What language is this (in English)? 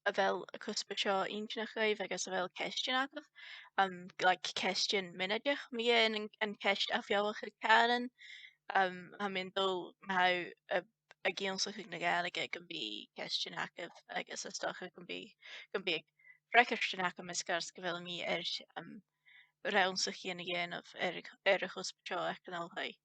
Scottish Gaelic